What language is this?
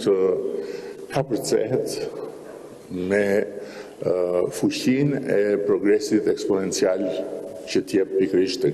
Albanian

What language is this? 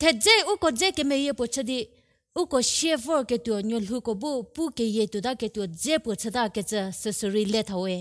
Angami Naga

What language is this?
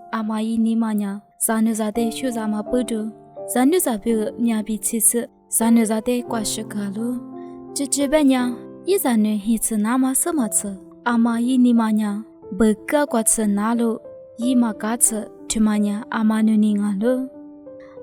Lisu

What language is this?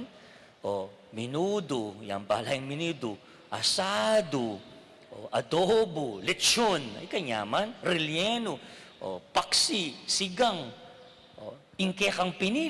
Pampanga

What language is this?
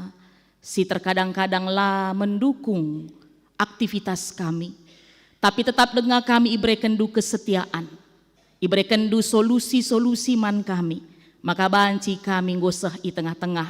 Batak Karo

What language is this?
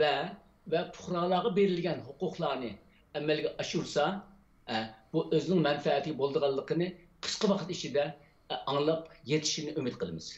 Uyghur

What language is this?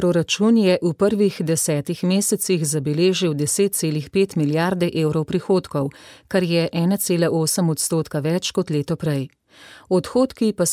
Slovenian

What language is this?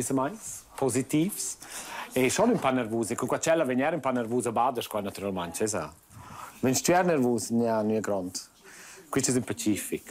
Romansh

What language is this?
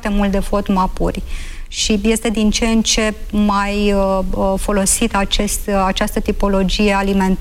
Romanian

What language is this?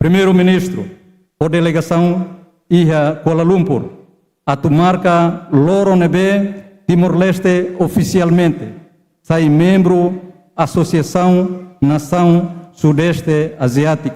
Tetum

